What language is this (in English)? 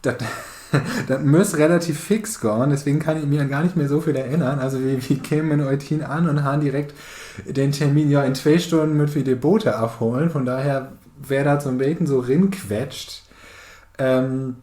Low German